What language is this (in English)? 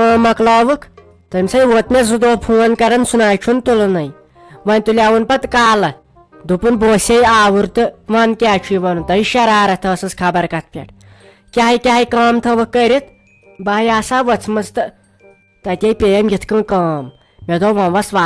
Kashmiri